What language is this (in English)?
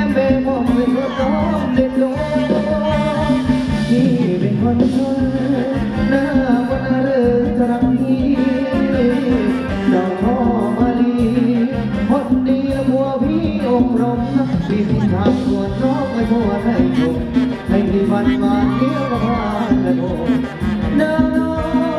Thai